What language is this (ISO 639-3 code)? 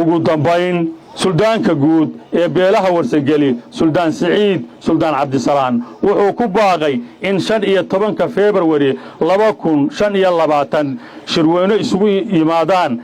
som